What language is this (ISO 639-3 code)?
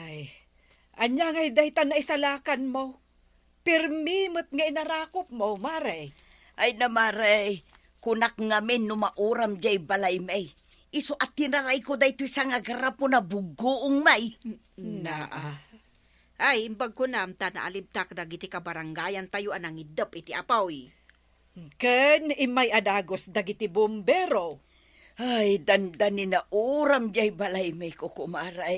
ilo